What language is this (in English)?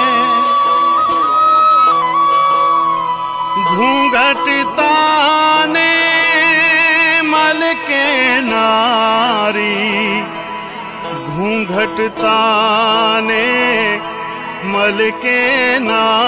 Hindi